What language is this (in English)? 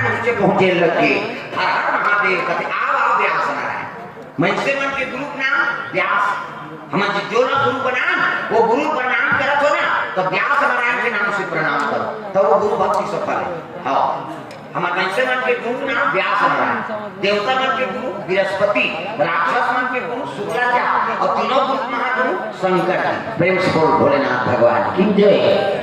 Chhattisgarhi